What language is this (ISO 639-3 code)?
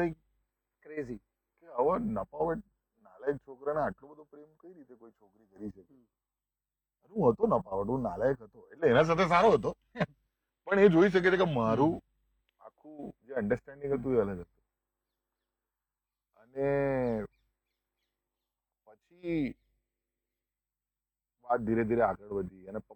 guj